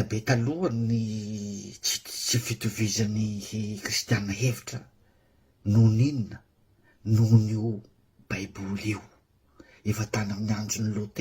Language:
Malagasy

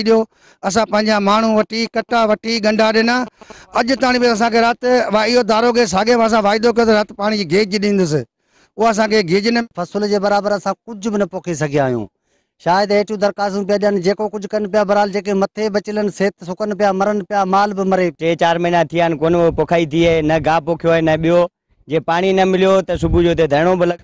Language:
Sindhi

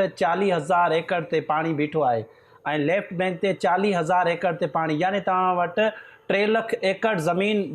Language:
Sindhi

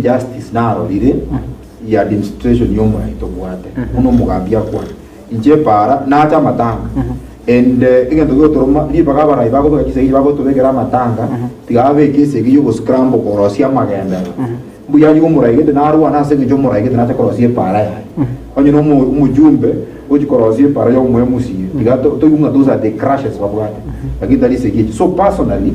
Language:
Gusii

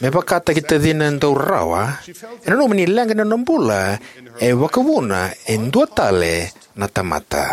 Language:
Fijian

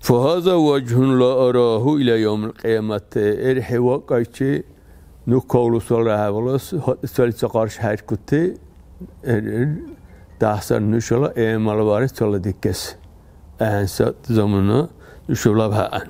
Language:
Dargwa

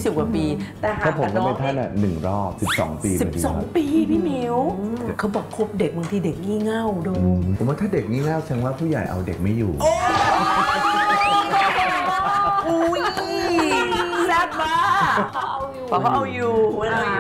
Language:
Thai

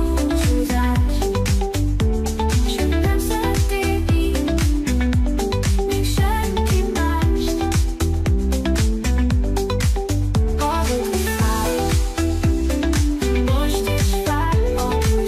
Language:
Hungarian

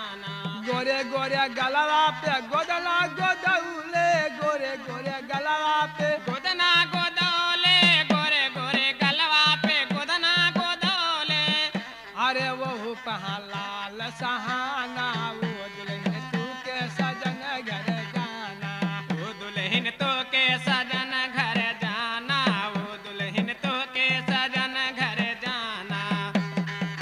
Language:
Bhojpuri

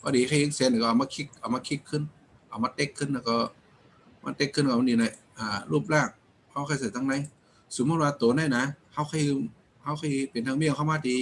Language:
Shan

